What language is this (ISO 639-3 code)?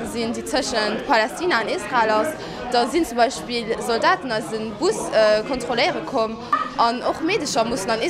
ltz